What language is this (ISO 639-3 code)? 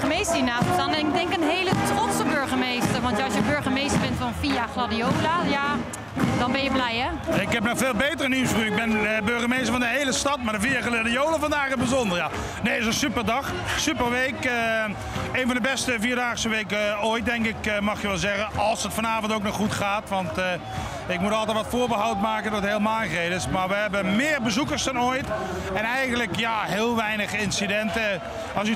nld